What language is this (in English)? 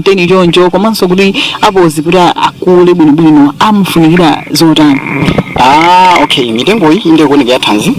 Nyanja